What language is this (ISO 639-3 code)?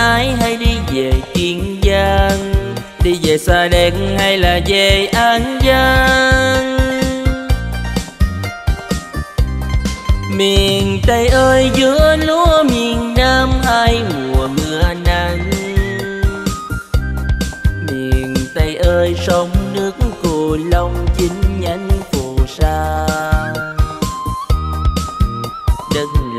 vie